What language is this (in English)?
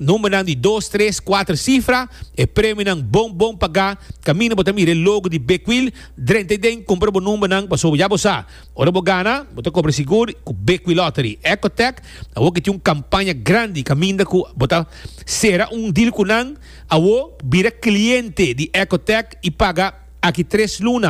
Papiamento